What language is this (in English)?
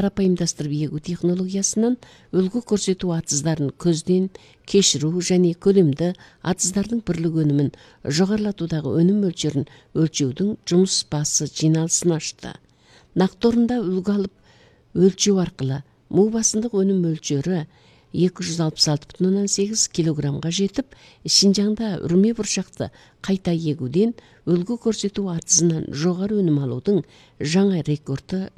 Kyrgyz